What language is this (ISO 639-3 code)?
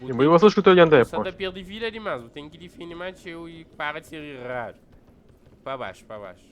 kea